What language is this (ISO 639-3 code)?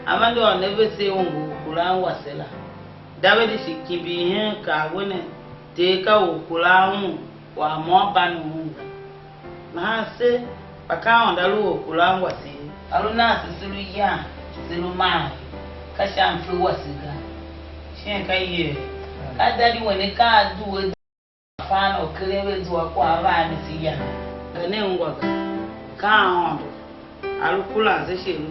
tiv